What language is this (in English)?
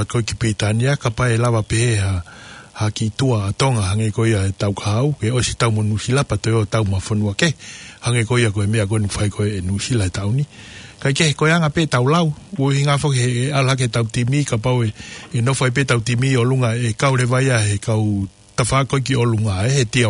Tongan